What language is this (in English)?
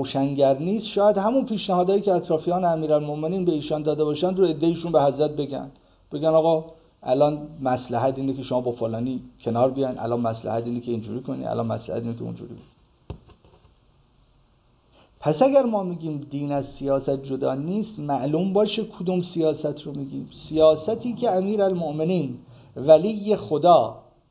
Persian